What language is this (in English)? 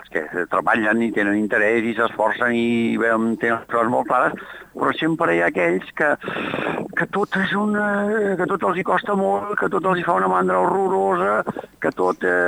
Catalan